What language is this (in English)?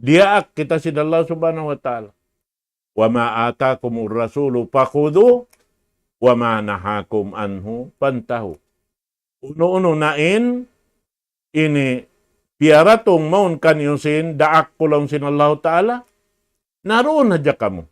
Tausug